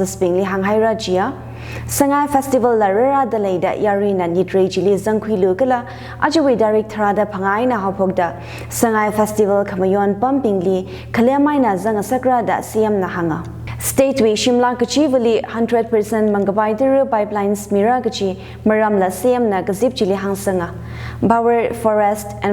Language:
Tangkhul Naga (India)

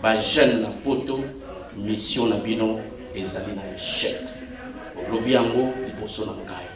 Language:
Lingala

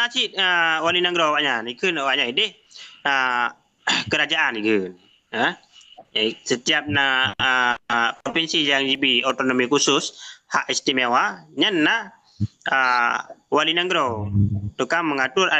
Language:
Achinese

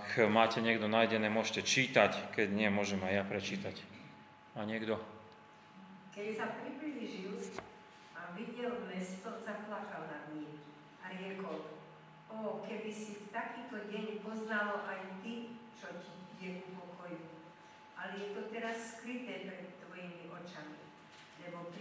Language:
Slovak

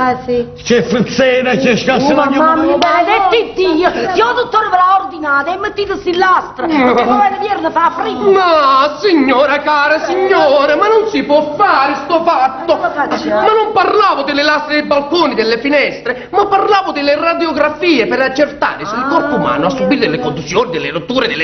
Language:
Neapolitan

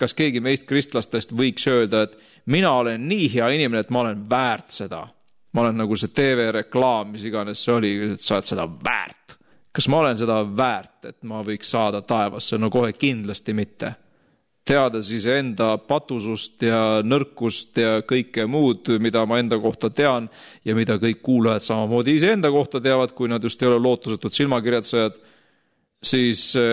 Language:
Estonian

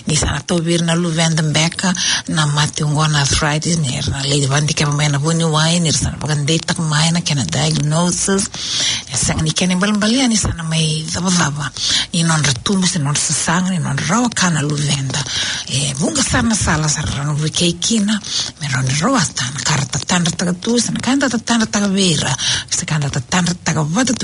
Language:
Fijian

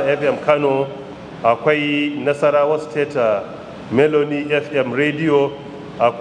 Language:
Hausa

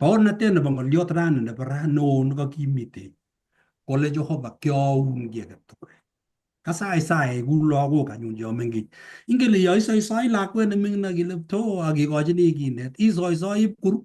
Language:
Kalenjin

